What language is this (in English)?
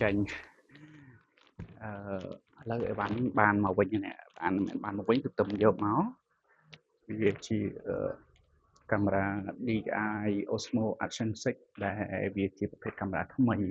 Khmer